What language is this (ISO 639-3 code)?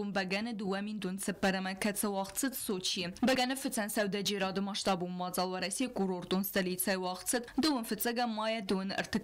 oss